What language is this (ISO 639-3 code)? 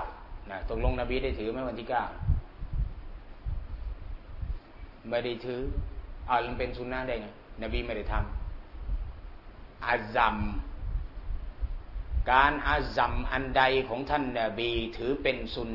tha